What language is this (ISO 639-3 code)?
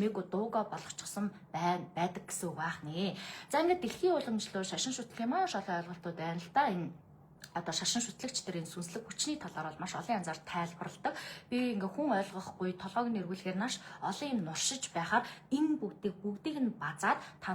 mon